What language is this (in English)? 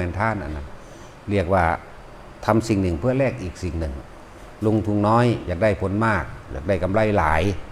Lao